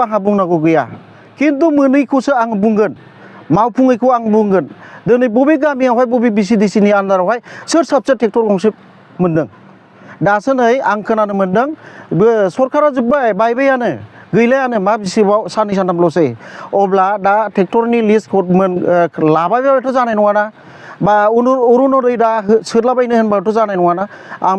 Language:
Bodo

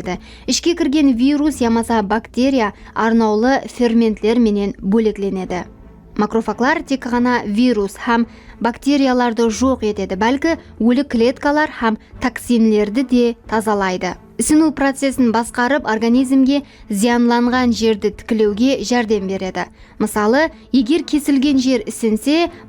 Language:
Kara-Kalpak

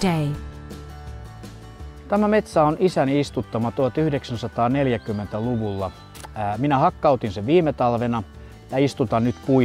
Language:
Finnish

